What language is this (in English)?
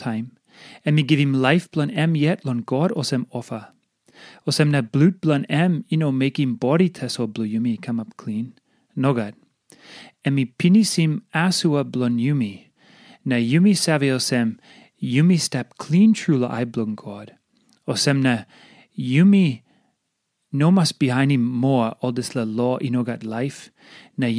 Tok Pisin